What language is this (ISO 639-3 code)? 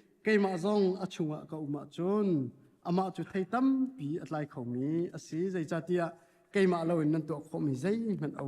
cnh